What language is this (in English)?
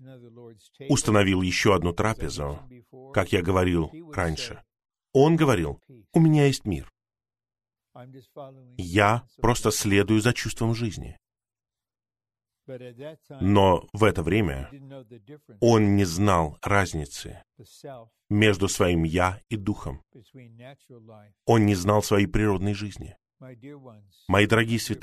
Russian